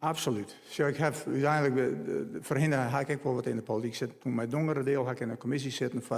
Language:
Western Frisian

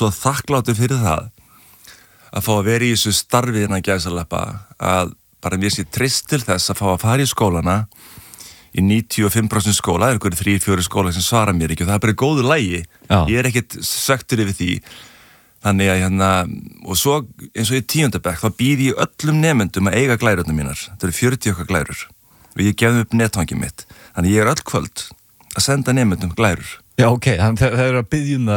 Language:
Icelandic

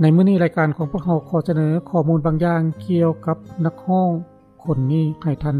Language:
Lao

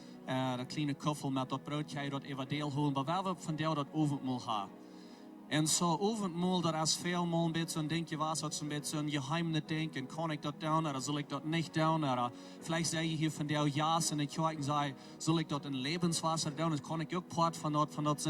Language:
Plautdietsch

